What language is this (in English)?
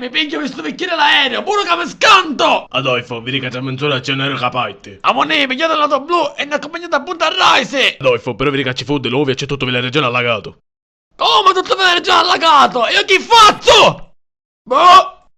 Sicilian